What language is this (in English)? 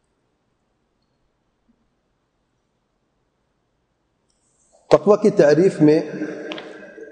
Urdu